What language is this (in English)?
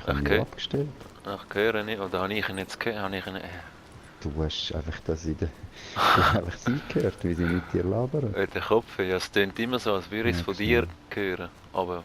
Swiss German